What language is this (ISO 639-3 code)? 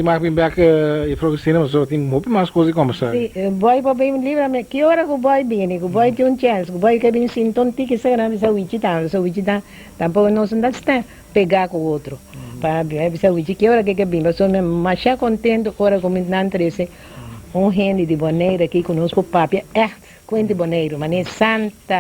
pap